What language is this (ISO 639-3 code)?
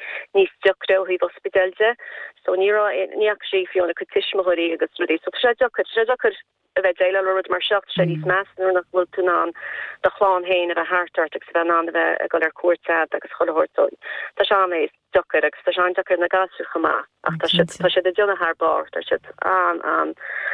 gle